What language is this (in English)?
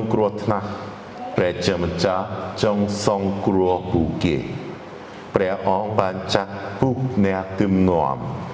Khmer